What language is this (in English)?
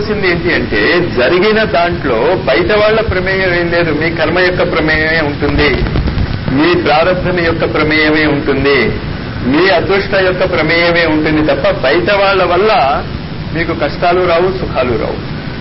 Telugu